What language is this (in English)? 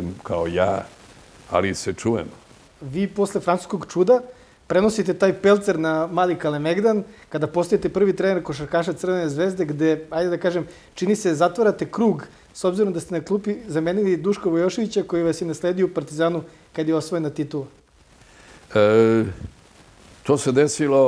Serbian